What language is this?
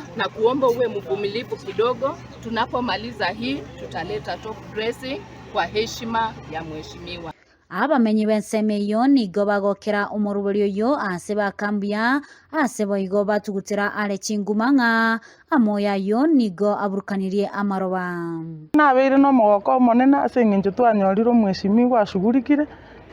Gusii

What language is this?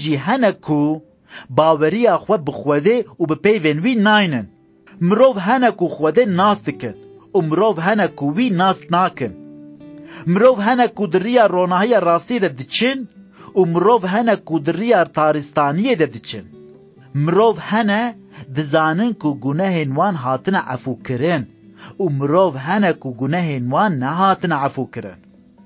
Kurdish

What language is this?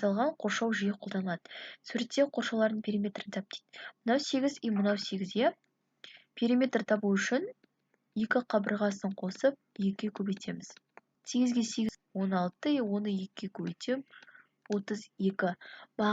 Kazakh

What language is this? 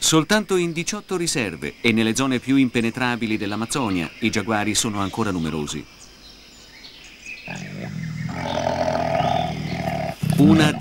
Italian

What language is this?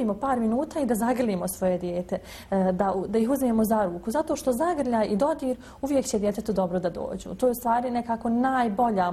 Bosnian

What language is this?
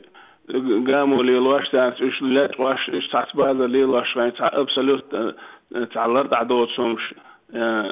Chechen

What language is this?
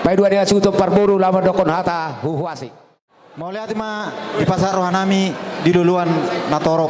Batak Toba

